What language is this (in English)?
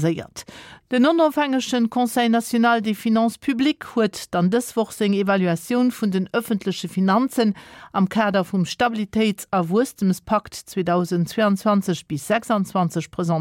Luxembourgish